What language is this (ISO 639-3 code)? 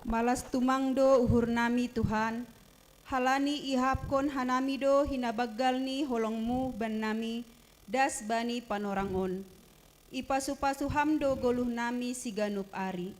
bts